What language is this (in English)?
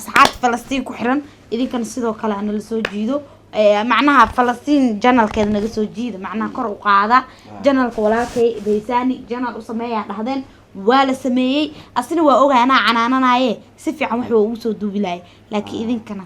Somali